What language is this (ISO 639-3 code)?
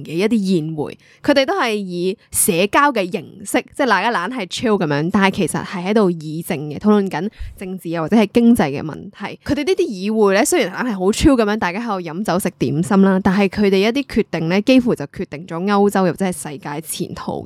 yue